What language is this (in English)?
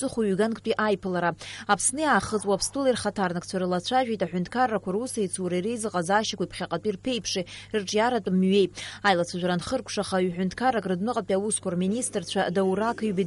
Abkhazian